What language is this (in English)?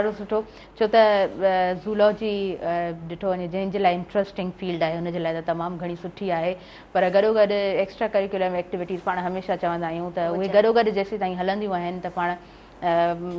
Sindhi